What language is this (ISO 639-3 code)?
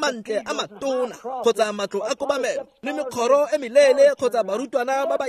tsn